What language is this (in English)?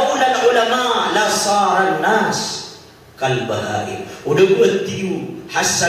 Maranao